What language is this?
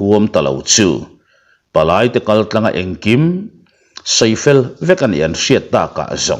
Mizo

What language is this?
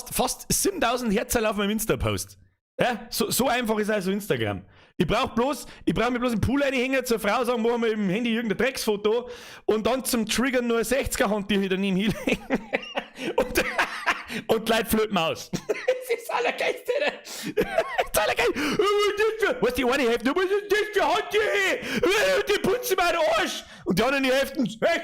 Bavarian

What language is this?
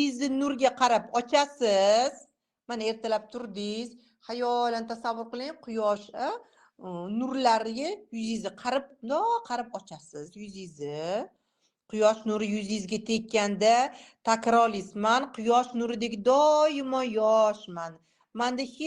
Uzbek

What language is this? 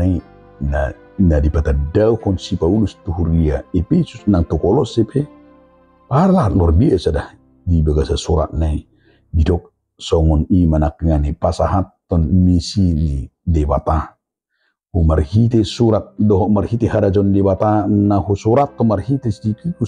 Batak Toba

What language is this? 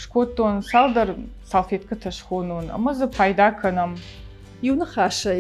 Ossetic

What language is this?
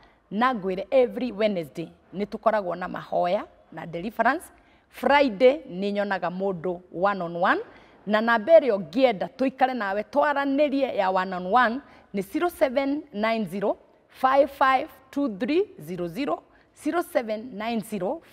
Kikuyu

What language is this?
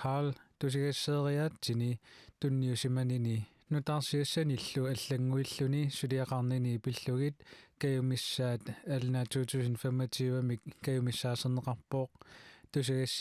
Kalaallisut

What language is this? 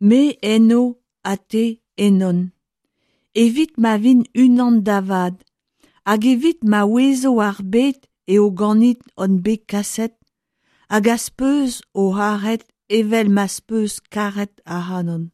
Breton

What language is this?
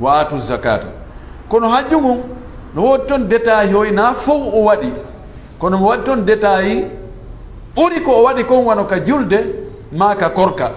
Fula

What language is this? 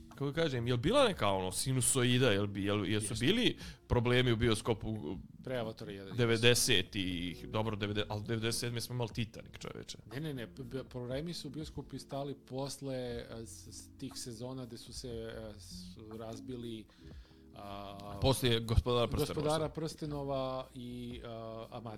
Serbian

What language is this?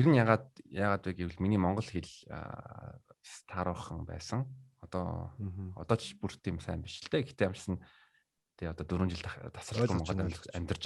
Mongolian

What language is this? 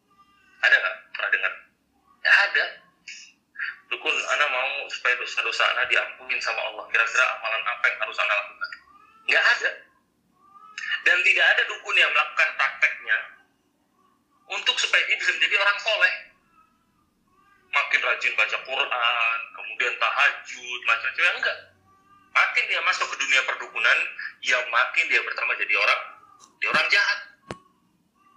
Indonesian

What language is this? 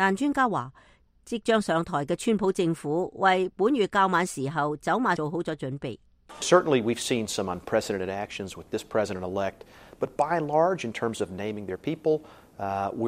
Cantonese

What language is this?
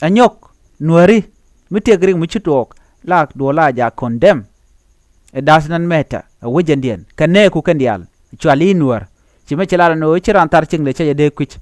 Nuer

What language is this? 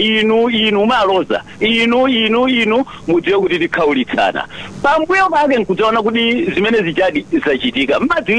Nyanja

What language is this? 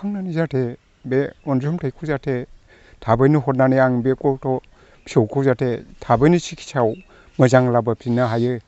Bodo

